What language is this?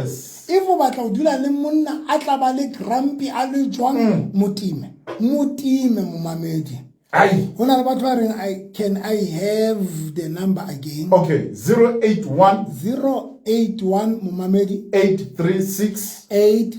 Southern Sotho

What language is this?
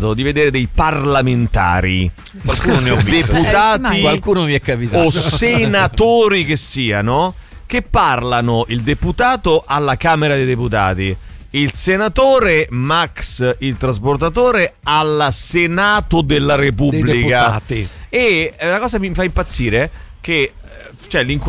Italian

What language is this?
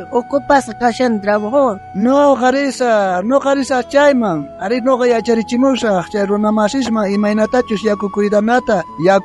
South Bolivian Quechua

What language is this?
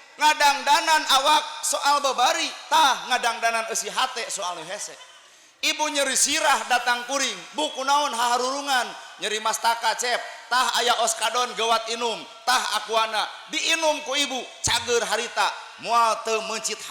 Sundanese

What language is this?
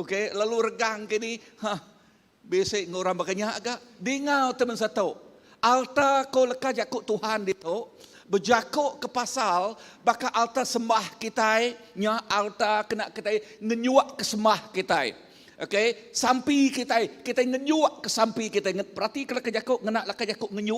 Iban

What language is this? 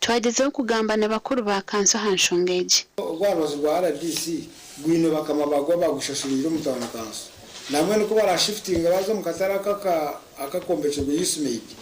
Nyankole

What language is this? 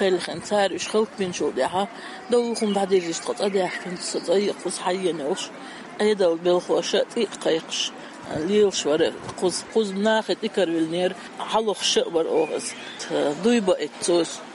Chechen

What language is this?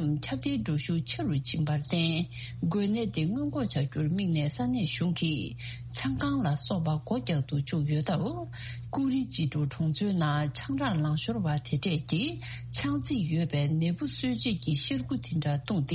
Tibetan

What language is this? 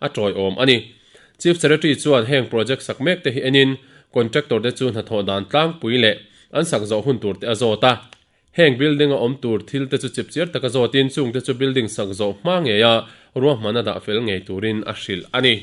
Mizo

